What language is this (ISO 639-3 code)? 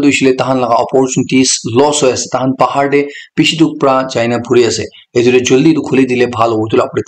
nag